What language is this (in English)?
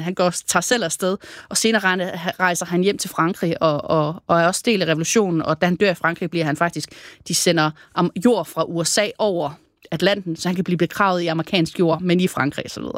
Danish